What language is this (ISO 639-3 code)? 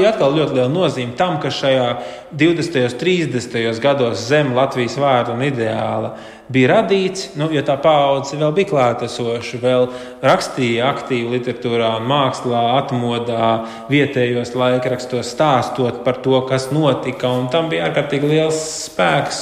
lav